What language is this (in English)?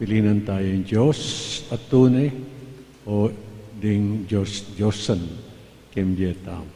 Pampanga